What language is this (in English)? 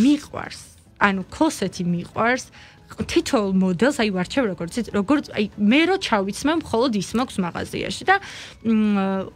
Georgian